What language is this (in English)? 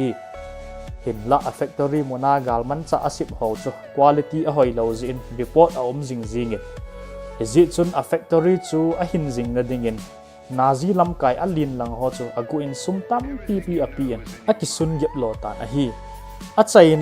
Thado Chin